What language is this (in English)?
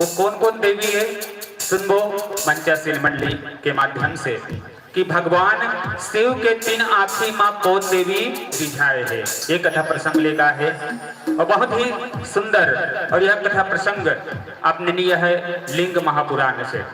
Chhattisgarhi